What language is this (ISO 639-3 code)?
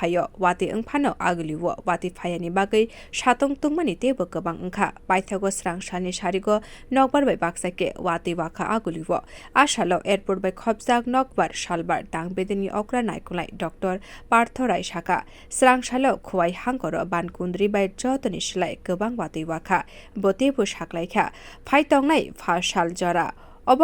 trp